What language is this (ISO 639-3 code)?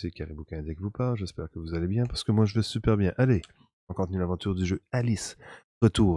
fra